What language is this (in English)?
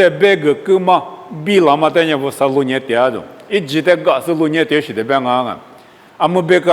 Lisu